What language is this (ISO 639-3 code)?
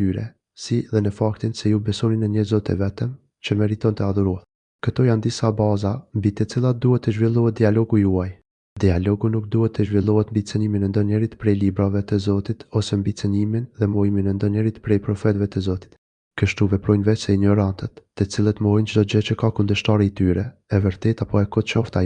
sqi